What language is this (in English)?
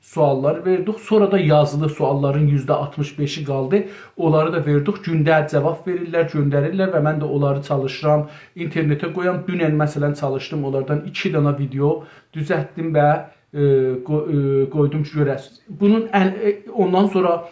South Azerbaijani